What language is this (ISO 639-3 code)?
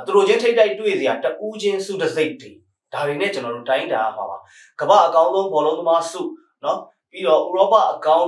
mya